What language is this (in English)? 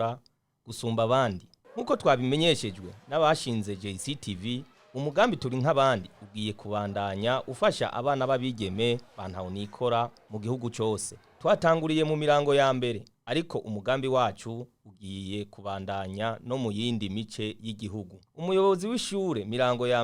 Rundi